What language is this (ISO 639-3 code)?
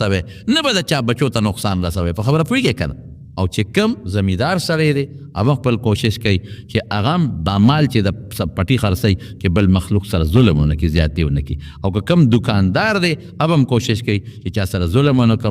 pus